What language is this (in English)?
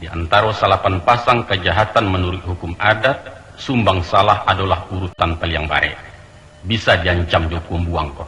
Minangkabau